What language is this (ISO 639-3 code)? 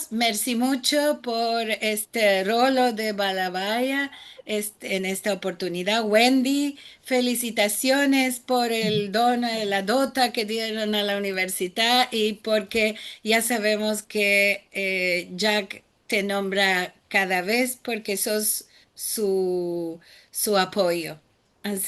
lad